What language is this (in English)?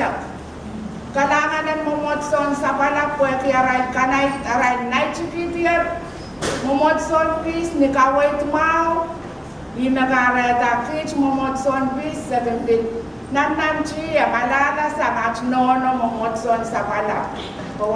Pohnpeian